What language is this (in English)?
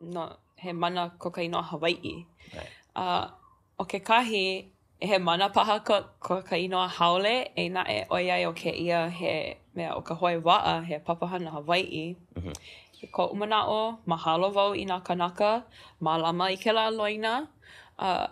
Hawaiian